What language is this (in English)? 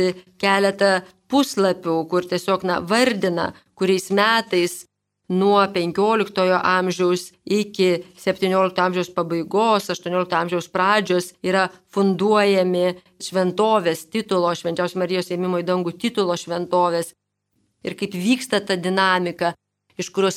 Lithuanian